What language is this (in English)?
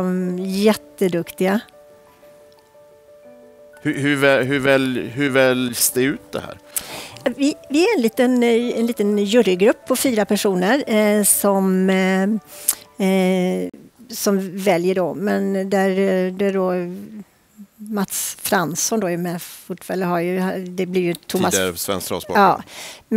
Swedish